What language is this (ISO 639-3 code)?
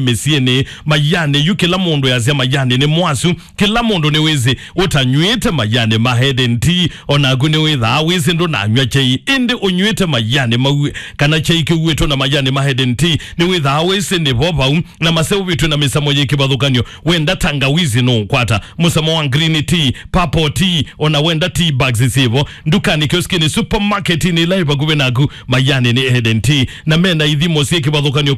kam